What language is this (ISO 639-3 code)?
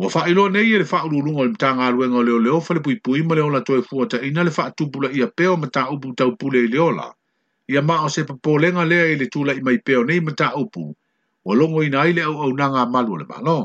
smo